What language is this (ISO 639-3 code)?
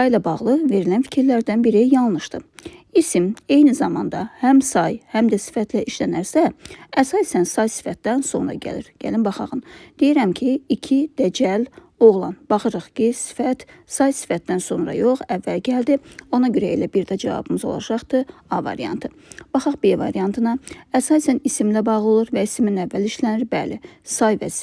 aze